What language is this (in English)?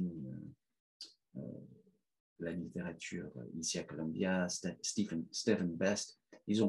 French